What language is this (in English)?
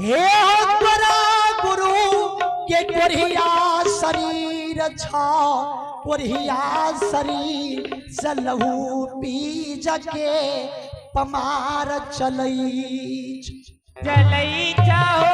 Maithili